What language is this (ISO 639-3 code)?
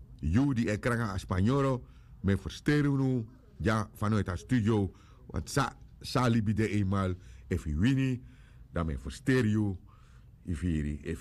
srn